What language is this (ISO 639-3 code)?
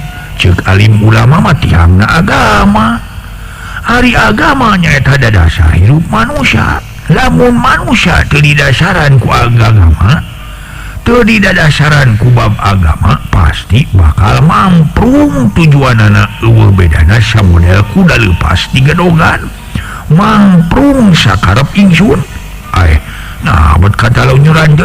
sun